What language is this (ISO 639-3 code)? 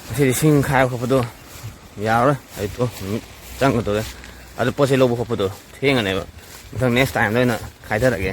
mni